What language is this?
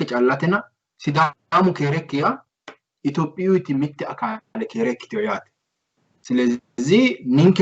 Sidamo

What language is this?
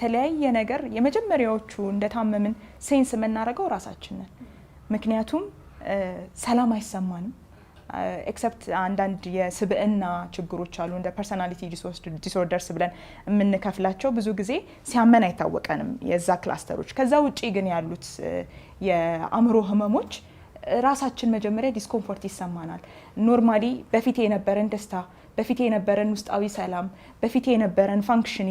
Amharic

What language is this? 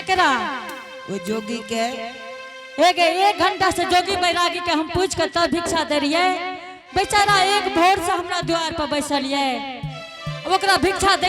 Angika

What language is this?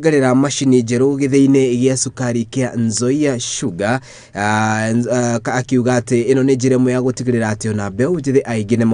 Kikuyu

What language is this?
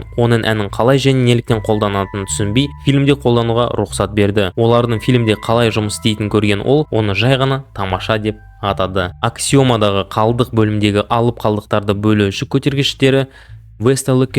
Kazakh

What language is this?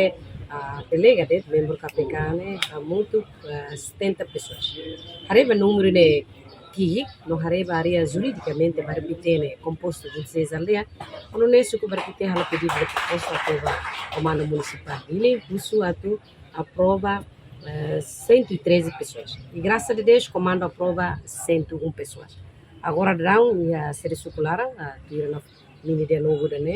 Tetum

